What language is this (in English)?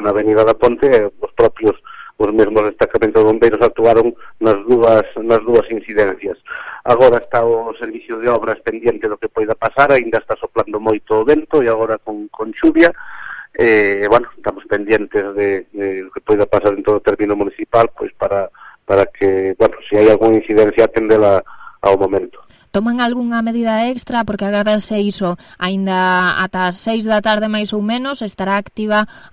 Galician